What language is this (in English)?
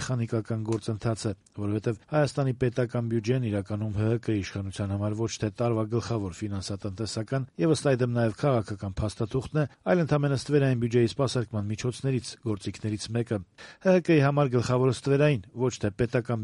Armenian